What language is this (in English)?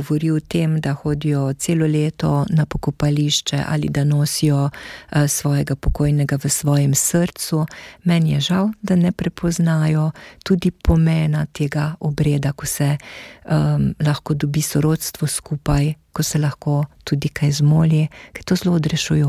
Slovenian